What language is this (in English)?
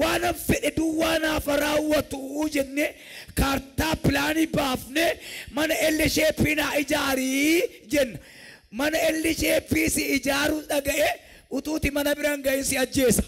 Oromo